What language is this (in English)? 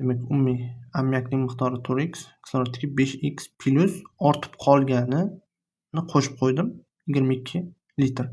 Uzbek